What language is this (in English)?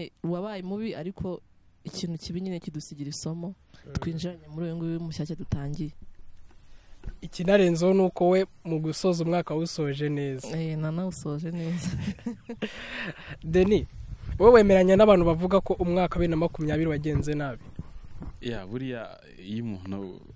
Kinyarwanda